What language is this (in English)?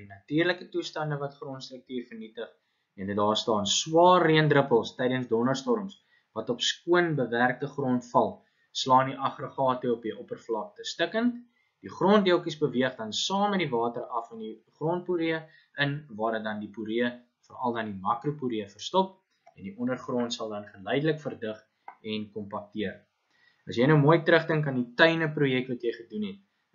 Afrikaans